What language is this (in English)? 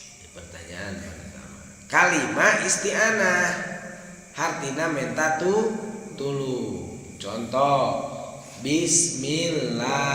Sundanese